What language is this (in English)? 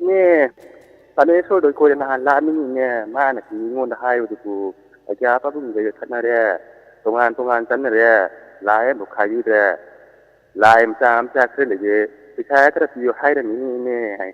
Manipuri